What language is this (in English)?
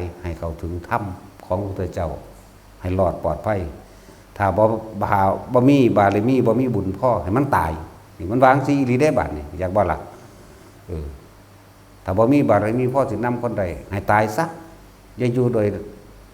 Northeastern Thai